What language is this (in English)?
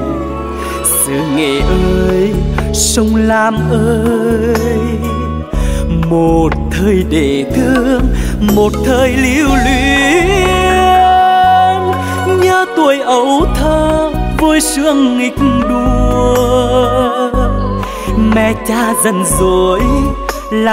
Vietnamese